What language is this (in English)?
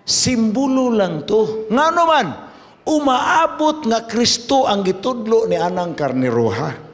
Cebuano